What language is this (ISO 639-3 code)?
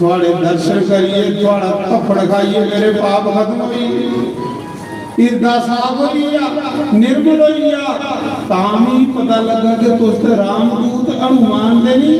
doi